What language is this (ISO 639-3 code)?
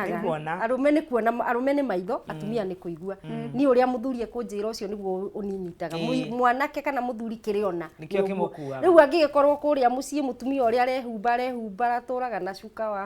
kik